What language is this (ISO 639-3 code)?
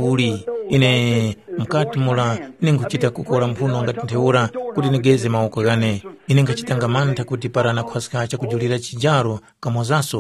tum